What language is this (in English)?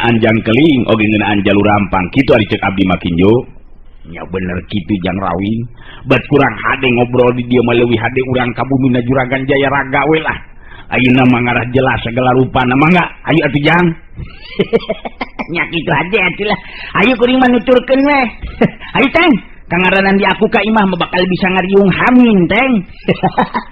Sundanese